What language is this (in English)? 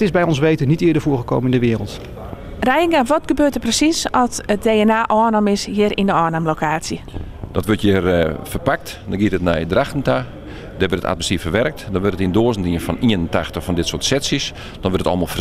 Western Frisian